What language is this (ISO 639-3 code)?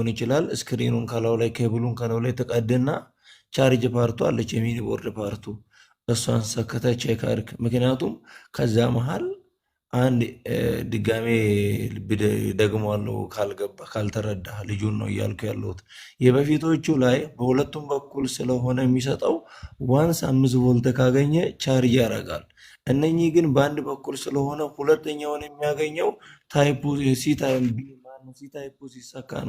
amh